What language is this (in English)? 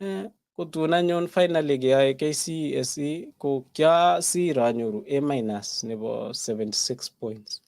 Kalenjin